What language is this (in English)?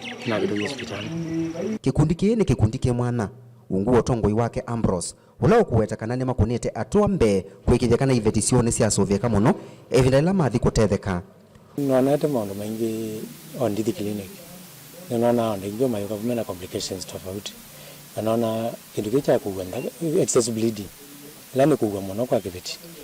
Kamba